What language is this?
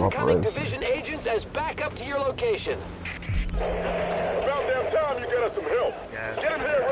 English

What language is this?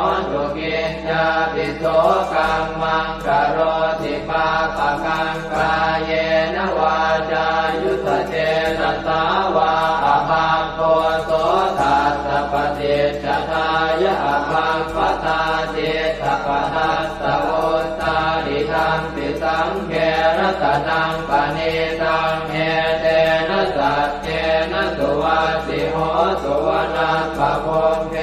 Pali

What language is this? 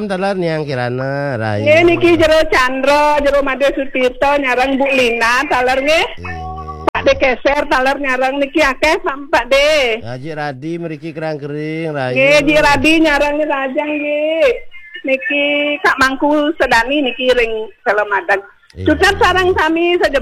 Balinese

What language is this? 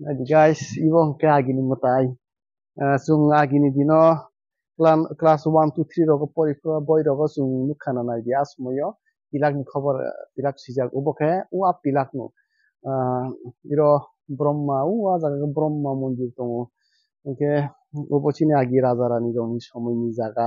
Kok Borok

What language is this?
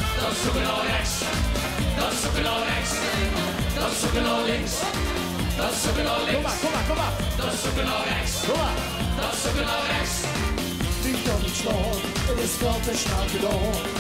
Limburgish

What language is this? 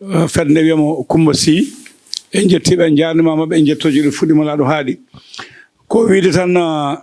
Fula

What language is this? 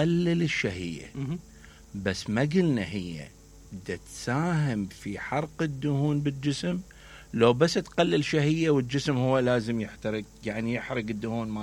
Mesopotamian Arabic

